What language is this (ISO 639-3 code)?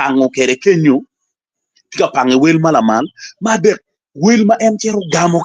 ach